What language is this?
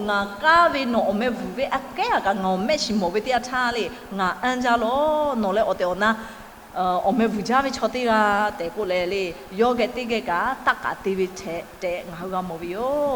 Lahu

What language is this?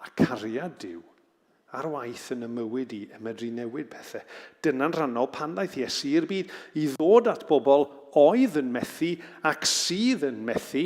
Welsh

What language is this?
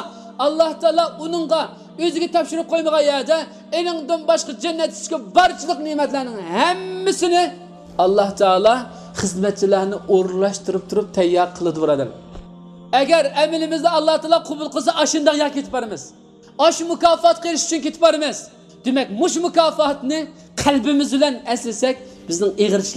Uyghur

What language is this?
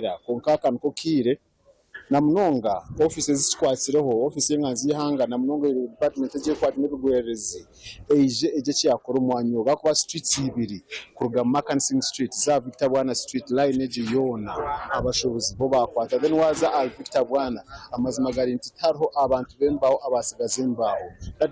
Nyankole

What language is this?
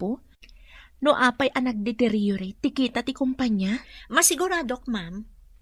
Iloko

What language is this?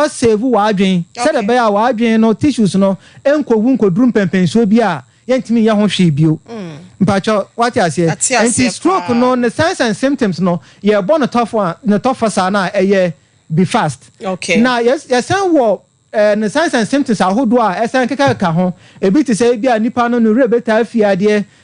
Akan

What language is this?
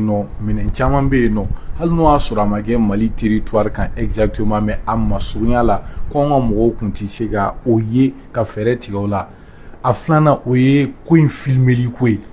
Bambara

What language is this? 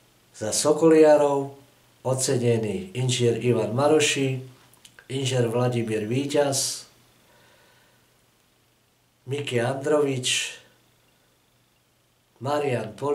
Slovak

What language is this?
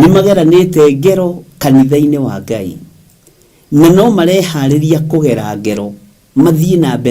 Kikuyu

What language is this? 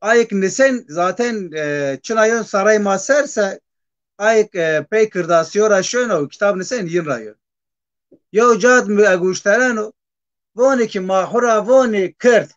Zaza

